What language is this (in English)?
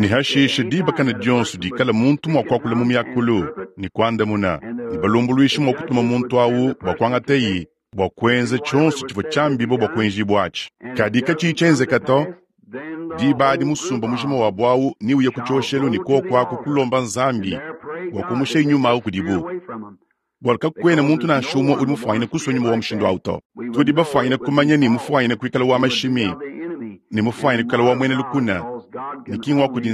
Luba-Lulua